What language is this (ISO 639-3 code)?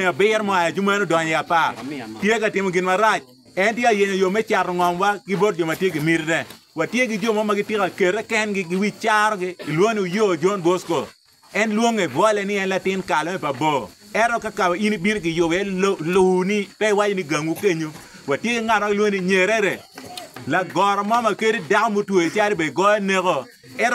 ach